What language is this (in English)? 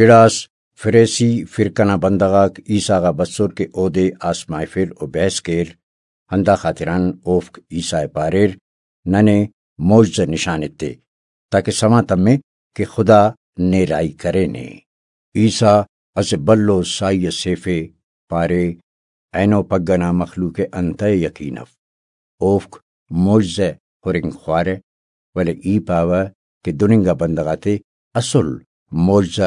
Brahui